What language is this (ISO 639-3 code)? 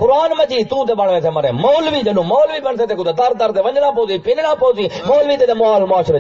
skr